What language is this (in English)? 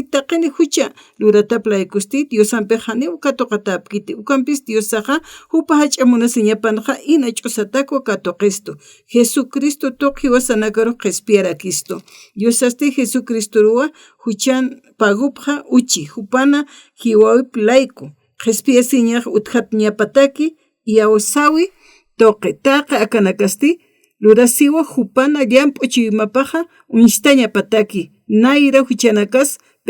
Aymara